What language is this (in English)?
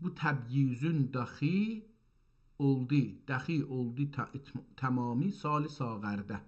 South Azerbaijani